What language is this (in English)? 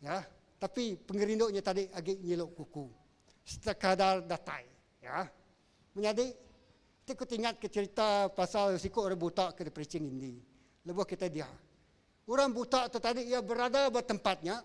Iban